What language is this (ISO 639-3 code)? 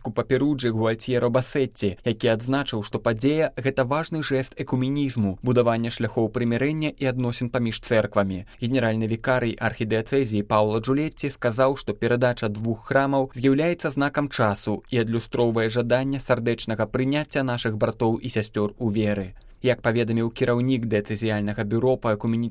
bel